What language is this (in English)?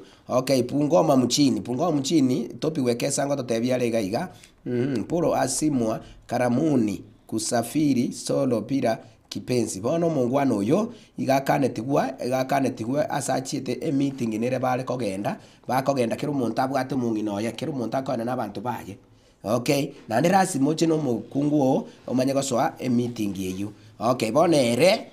Gusii